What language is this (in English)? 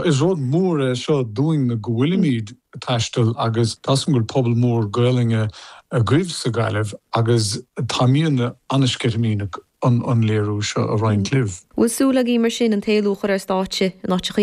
Irish